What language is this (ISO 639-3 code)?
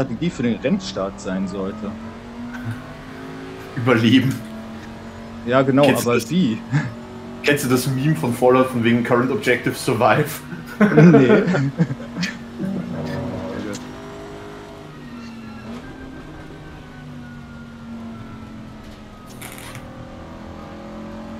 deu